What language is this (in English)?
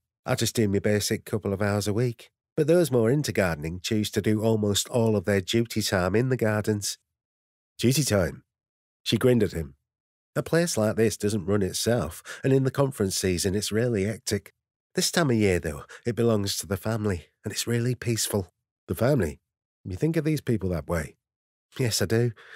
English